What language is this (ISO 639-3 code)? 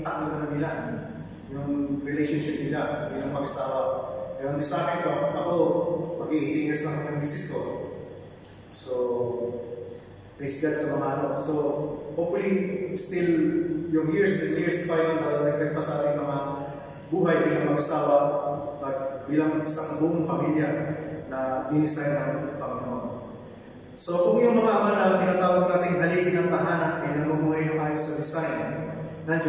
fil